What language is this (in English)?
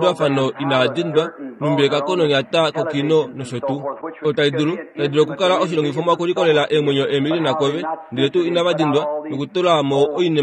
Kuanyama